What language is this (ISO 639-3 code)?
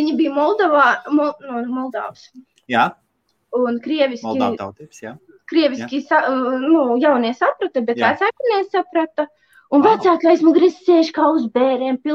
lav